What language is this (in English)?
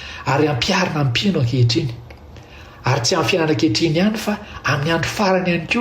Malagasy